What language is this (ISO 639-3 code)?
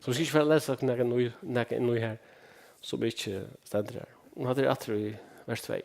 fao